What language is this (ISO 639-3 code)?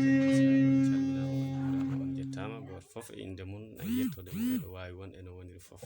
ful